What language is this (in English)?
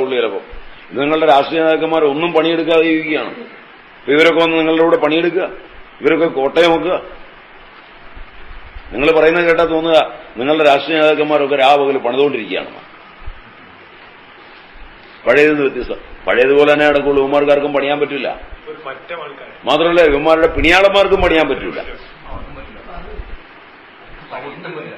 Malayalam